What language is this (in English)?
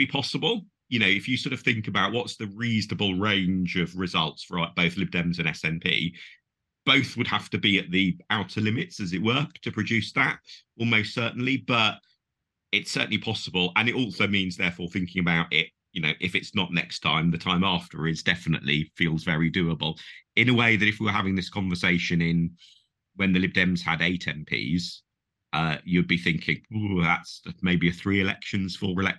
English